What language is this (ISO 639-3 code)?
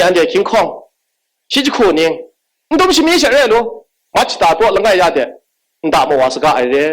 kac